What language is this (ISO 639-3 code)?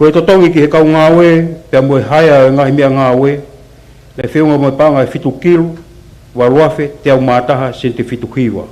ton